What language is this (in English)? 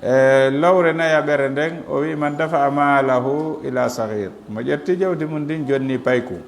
Fula